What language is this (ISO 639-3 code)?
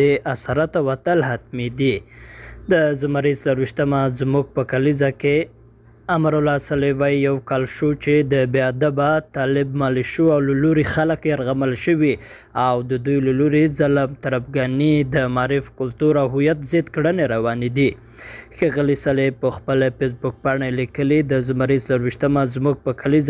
pus